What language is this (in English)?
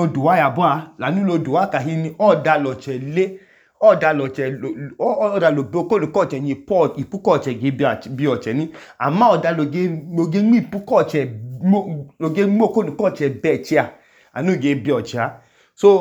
Idoma